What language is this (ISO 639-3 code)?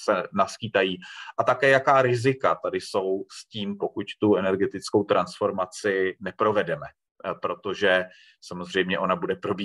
ces